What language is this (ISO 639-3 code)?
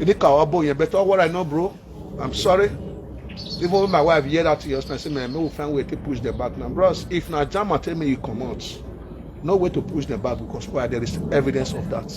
pcm